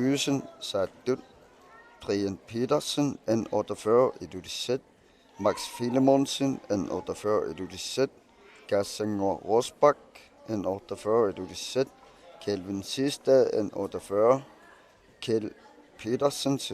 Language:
Kalaallisut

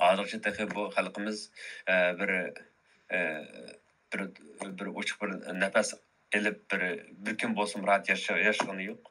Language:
Uyghur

